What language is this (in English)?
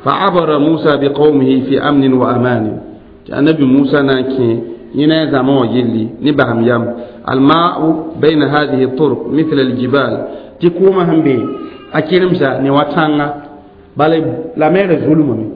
Mossi